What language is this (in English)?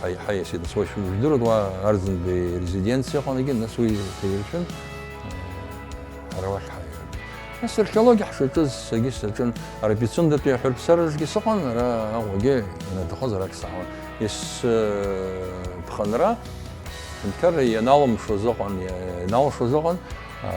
Abkhazian